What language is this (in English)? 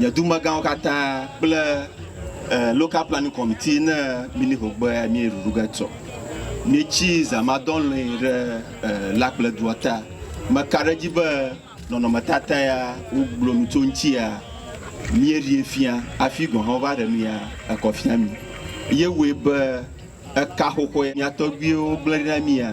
Ewe